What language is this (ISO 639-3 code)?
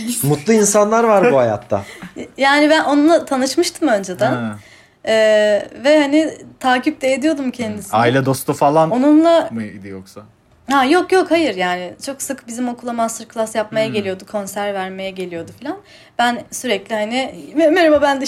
tur